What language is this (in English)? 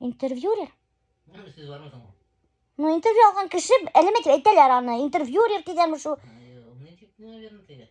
Bashkir